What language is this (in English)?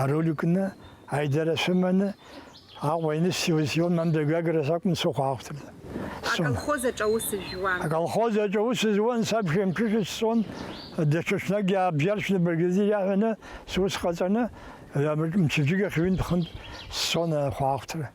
Abkhazian